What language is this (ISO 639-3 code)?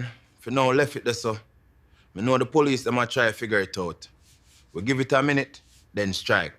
jam